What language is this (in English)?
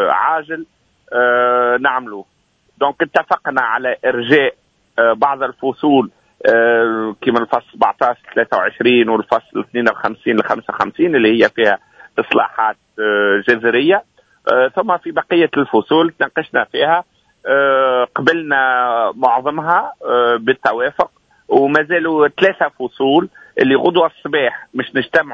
Tunisian Arabic